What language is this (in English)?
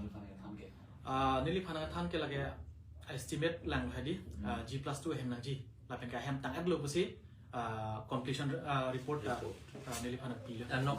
Karbi